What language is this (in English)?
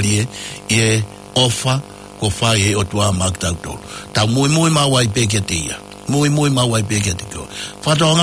Tongan